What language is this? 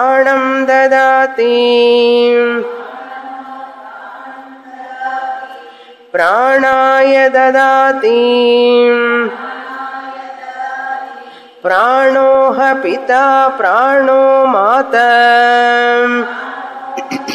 Telugu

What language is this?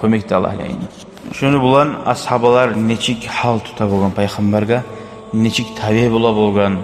Kumyk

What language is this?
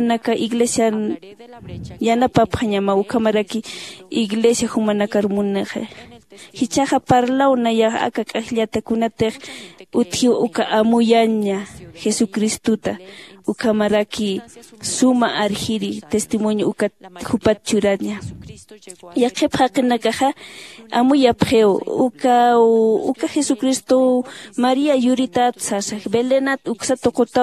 Aymara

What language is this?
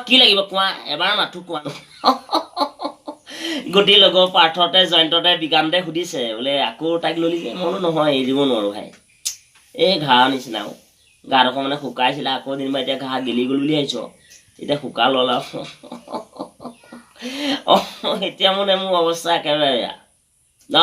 Assamese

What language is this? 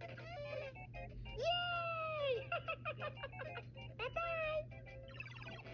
English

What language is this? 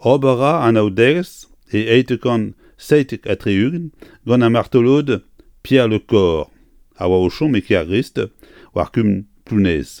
Breton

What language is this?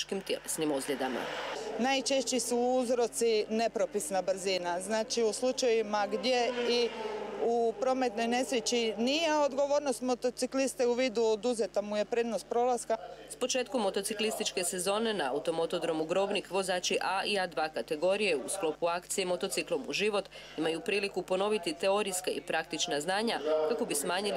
Croatian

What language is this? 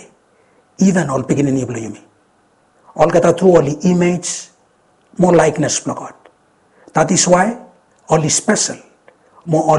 Bislama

